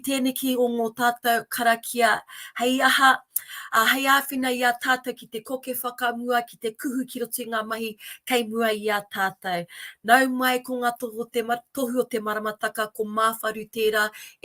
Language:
Māori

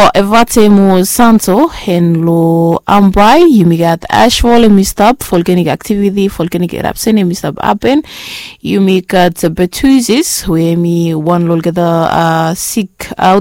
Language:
Bislama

